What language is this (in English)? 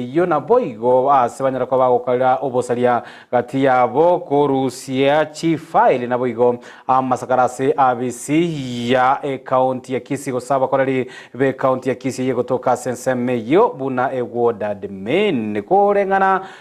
Gusii